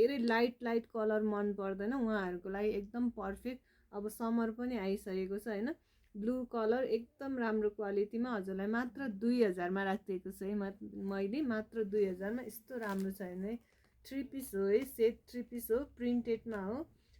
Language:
Nepali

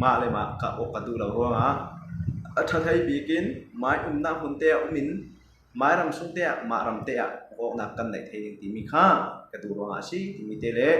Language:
Falam Chin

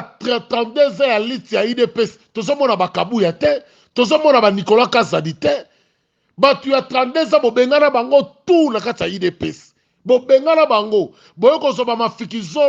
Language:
Lingala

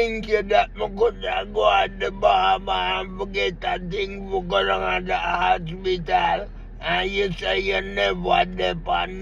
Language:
Jamaican Creole English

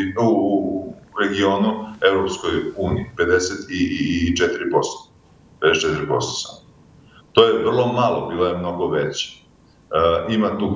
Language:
Serbian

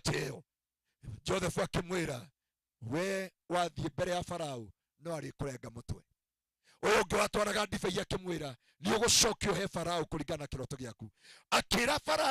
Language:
Kikuyu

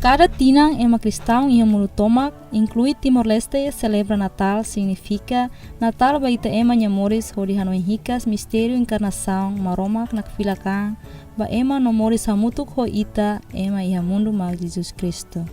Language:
Tetum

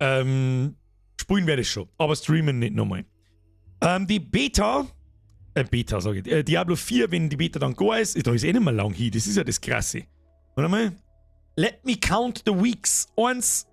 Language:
Bavarian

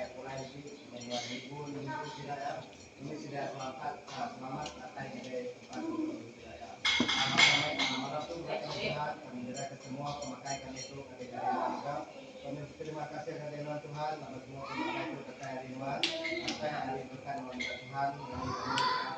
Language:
Iban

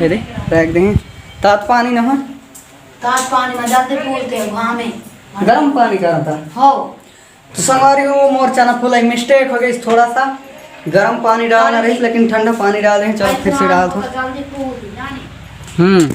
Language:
Chhattisgarhi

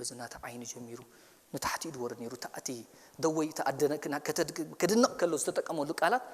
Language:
Tigrinya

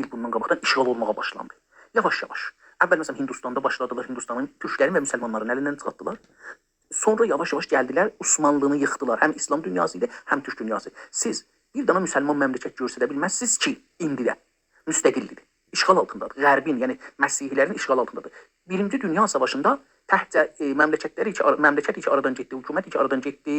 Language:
South Azerbaijani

